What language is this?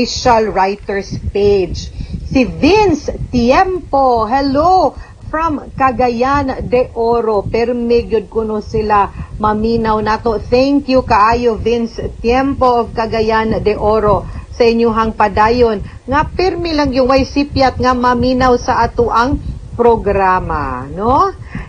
Cebuano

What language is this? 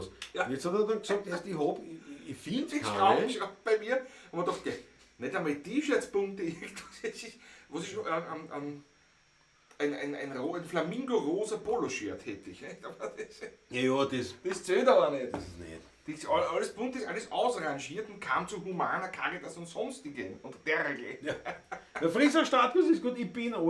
Bavarian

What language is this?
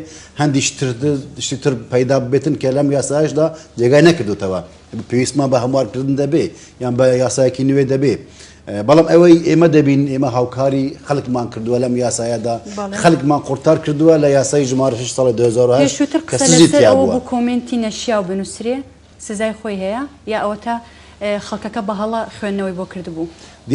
Central Kurdish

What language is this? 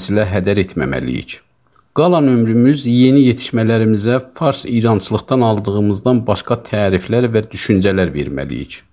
South Azerbaijani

